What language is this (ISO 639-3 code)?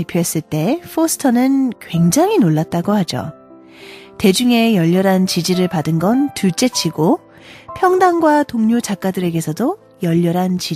kor